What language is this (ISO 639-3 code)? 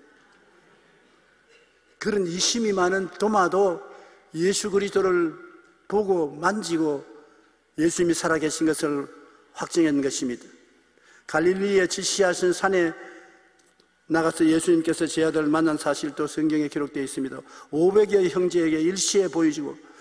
kor